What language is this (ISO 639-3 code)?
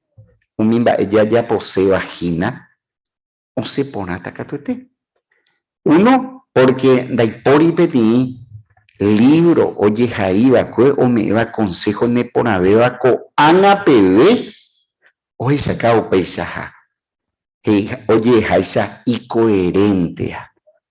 grn